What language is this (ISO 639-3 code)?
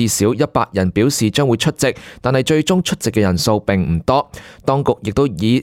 yue